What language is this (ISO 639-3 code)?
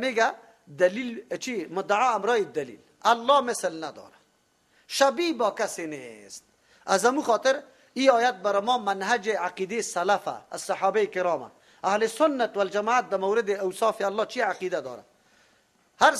fas